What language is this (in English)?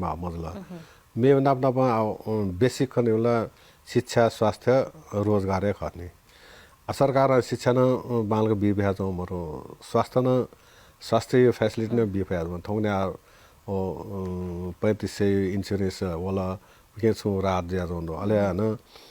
Newari